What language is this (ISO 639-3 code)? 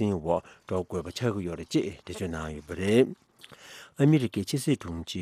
bod